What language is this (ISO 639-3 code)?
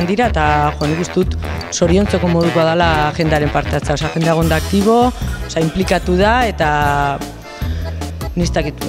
eus